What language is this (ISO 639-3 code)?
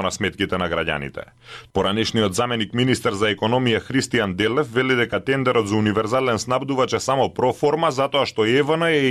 mkd